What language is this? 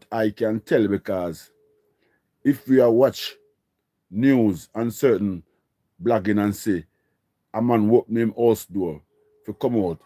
Jamaican Creole English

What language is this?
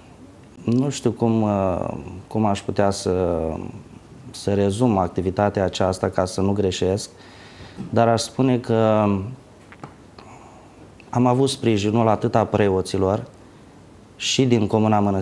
Romanian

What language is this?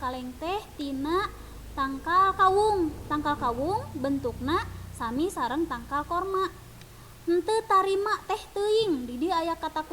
Sundanese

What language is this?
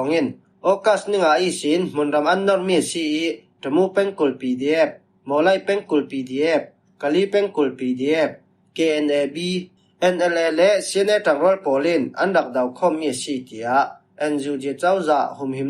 Falam Chin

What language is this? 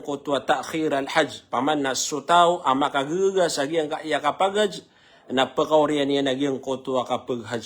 Maranao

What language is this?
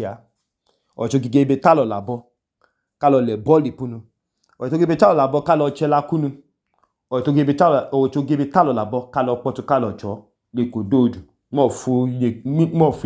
Idoma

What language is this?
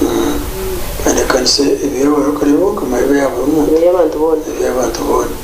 Nyankole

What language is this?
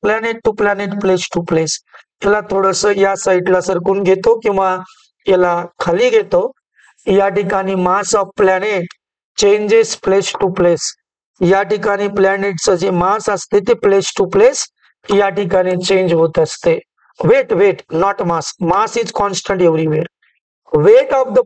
Marathi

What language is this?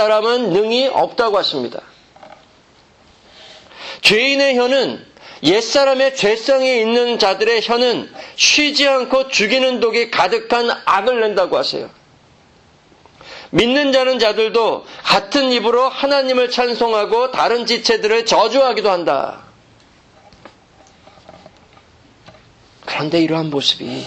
Korean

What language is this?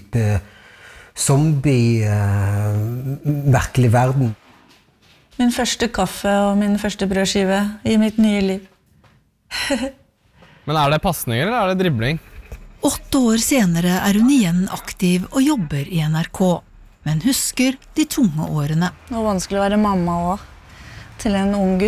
Norwegian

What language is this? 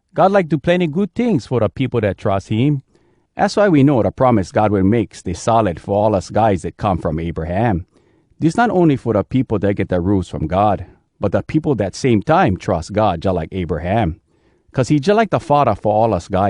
Hawai'i Creole English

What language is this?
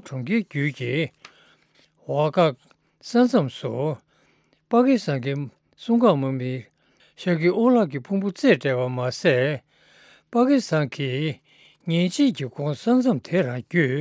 Tibetan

